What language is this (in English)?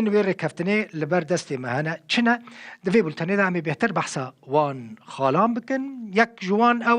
Kurdish